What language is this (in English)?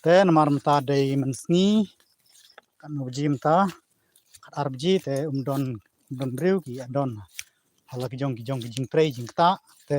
Khasi